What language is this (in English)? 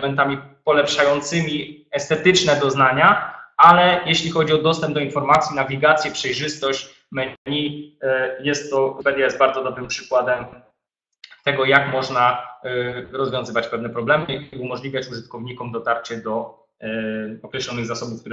Polish